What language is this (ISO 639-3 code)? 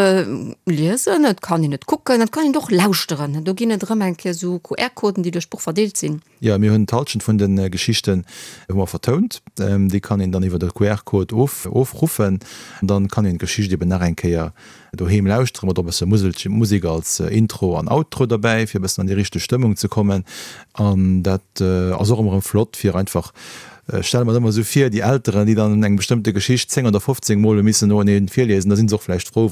ltz